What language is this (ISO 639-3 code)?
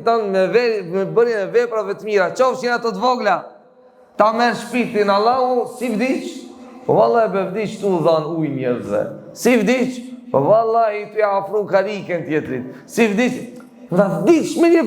sqi